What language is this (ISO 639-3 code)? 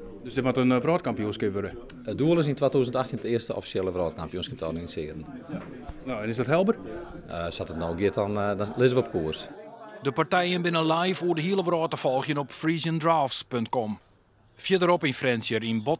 fry